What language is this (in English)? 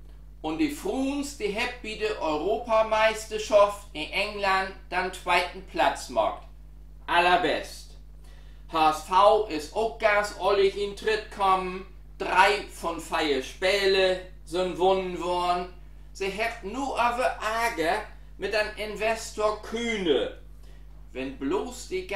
Low German